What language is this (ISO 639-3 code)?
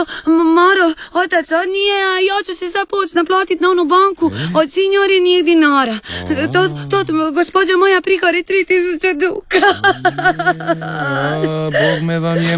hrv